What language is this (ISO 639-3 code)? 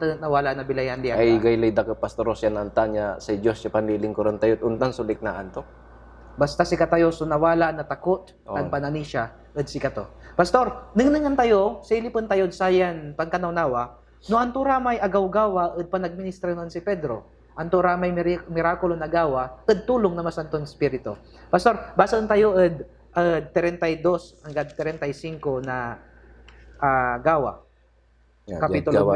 pag